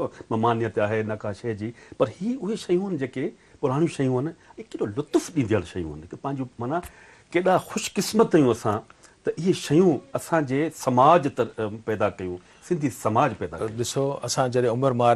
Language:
Sindhi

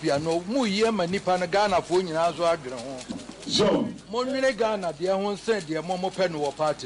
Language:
Akan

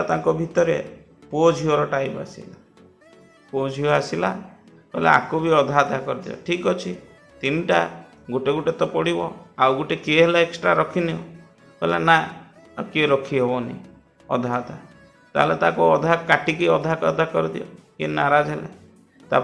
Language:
Odia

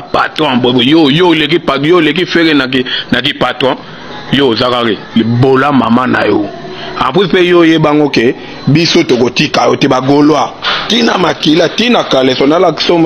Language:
Lingala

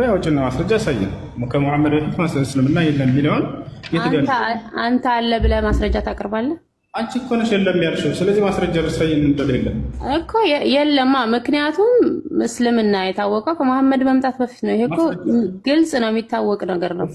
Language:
Amharic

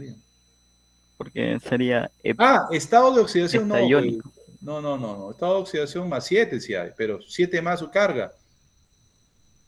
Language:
Spanish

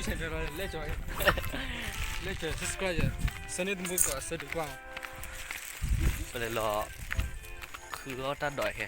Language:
S'gaw Karen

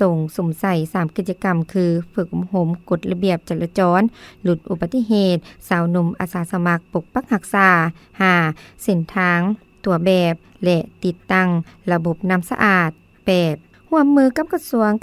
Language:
Lao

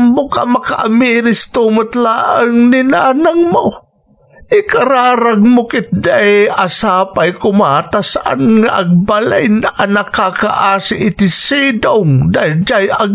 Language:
Iloko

